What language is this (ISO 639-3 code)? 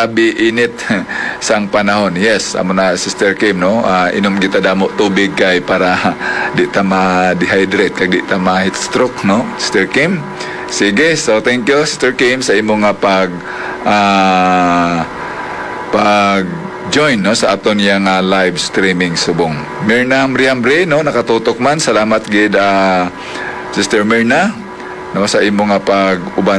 hil